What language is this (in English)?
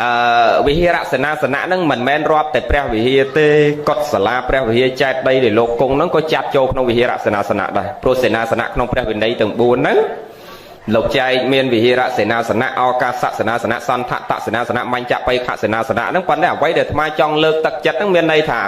Khmer